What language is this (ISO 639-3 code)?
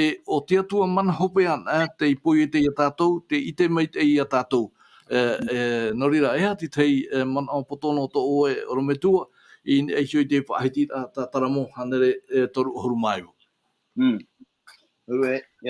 tah